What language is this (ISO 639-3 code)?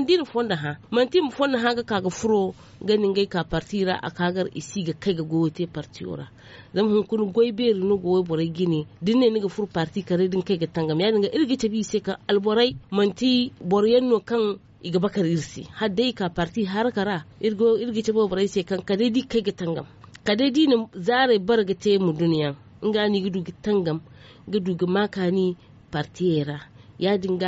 dje